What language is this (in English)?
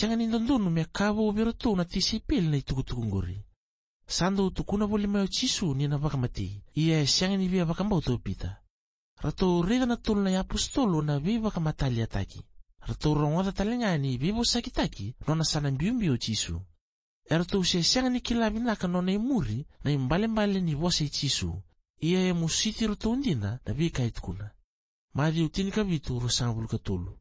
Fijian